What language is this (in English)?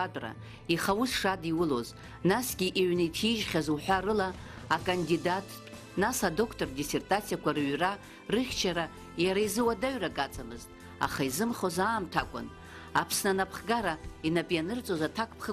Abkhazian